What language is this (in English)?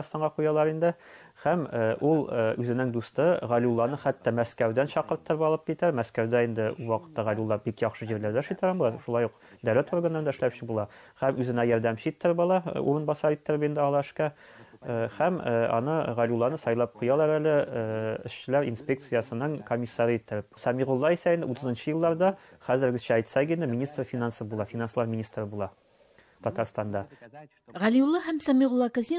Tatar